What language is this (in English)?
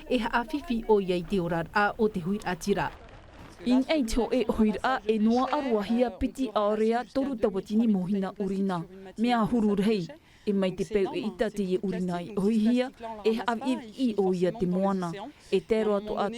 Tahitian